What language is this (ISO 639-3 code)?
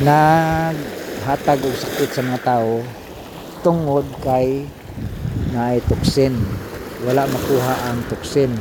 ceb